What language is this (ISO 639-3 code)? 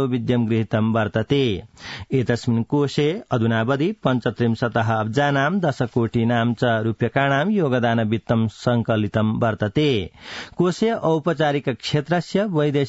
san